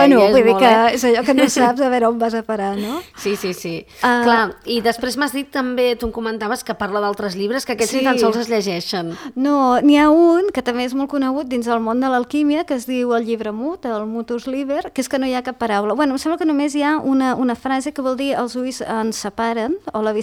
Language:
Catalan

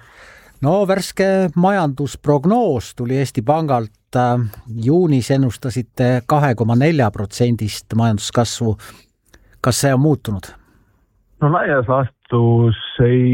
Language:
Estonian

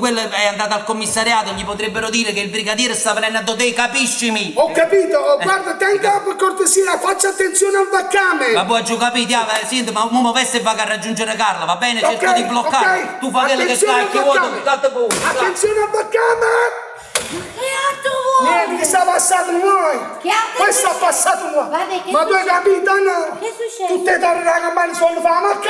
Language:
Neapolitan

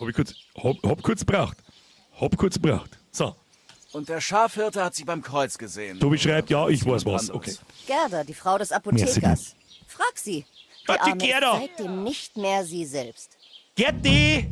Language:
Bavarian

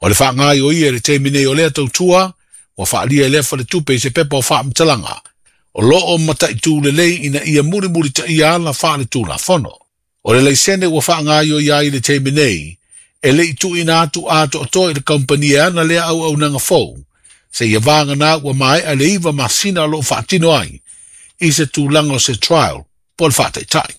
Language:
Samoan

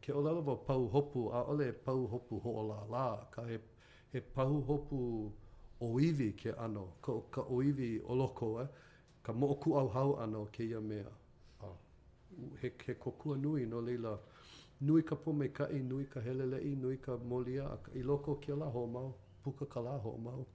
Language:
Hawaiian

